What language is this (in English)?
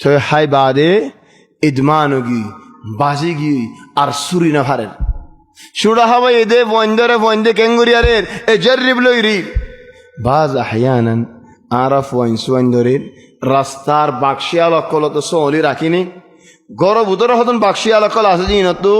Rohingya